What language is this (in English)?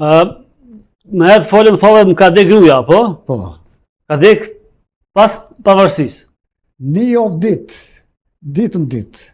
Albanian